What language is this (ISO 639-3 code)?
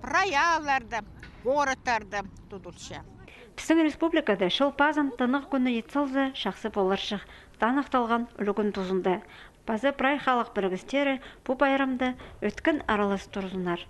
kjh